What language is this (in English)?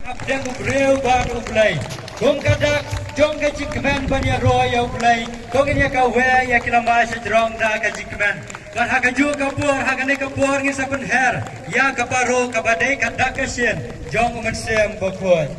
Khasi